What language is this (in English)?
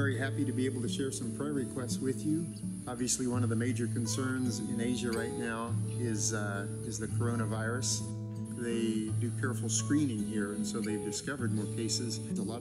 English